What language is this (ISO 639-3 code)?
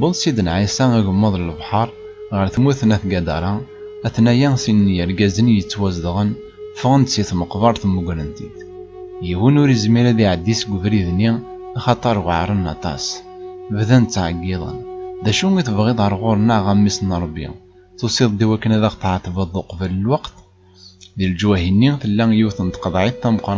kab